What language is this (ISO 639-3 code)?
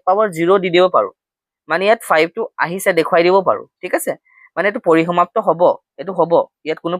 asm